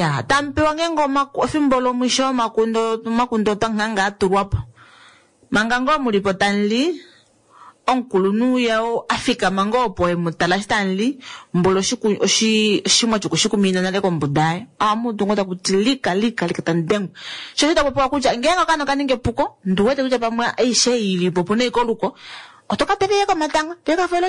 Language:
Kuanyama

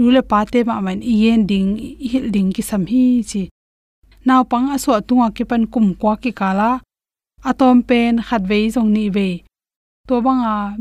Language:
Tedim Chin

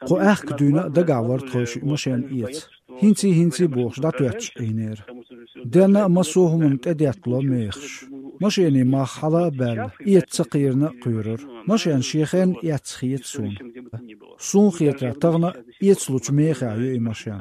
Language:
Chechen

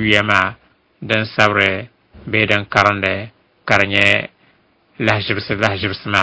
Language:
Dagbani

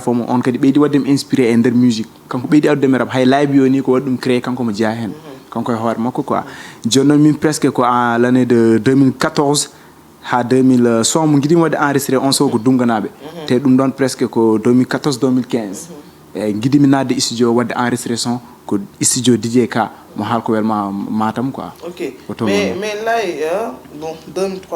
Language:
Fula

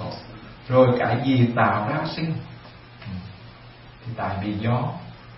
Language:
Vietnamese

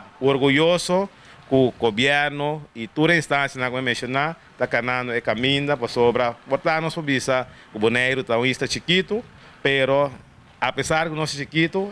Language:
Papiamento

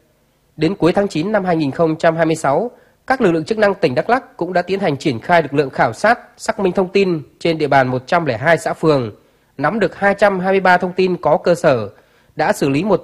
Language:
Vietnamese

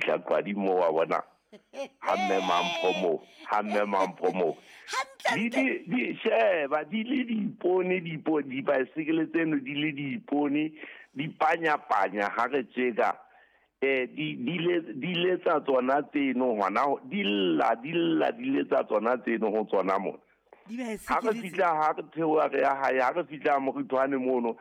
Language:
Southern Sotho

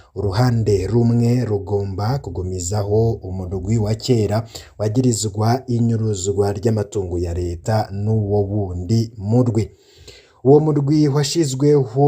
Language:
Rundi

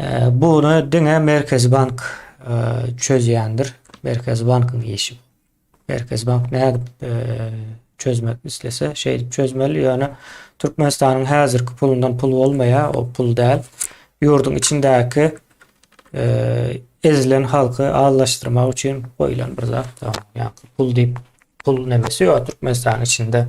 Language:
Turkmen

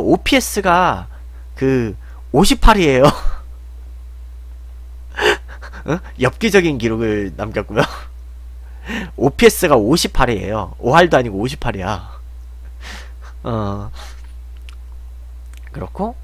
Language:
Korean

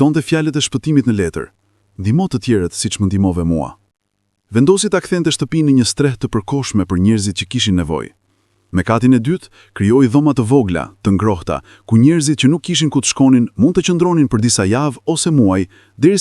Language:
Albanian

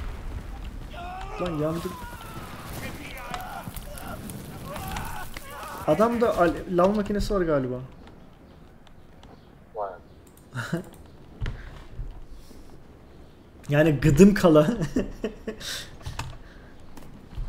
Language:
Turkish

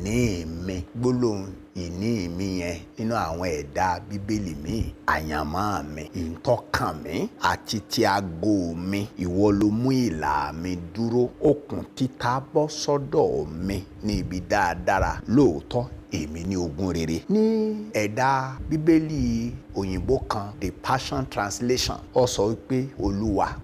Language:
Yoruba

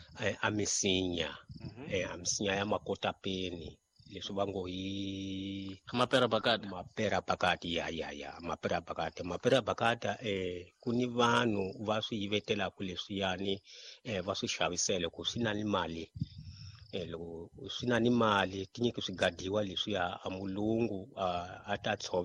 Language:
Tsonga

